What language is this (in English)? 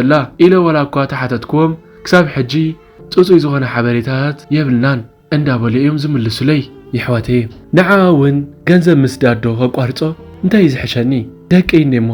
Tigrinya